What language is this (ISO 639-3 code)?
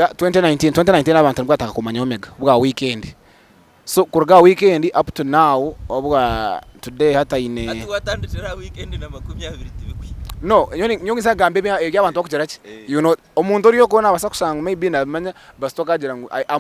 nyn